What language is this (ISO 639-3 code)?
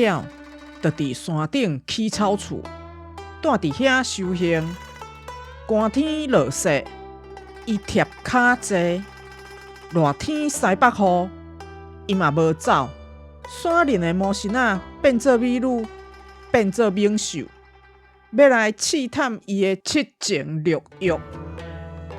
nan